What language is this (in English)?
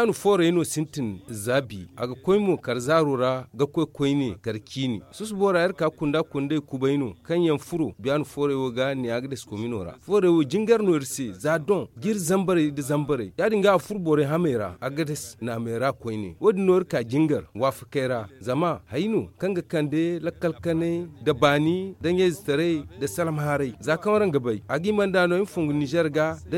Zarma